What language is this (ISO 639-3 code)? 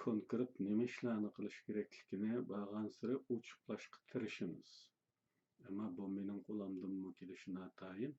uig